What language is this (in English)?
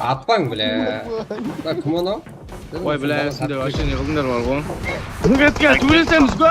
Kara-Kalpak